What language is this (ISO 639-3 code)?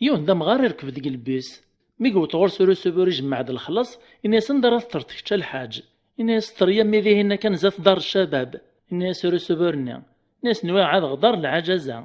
kab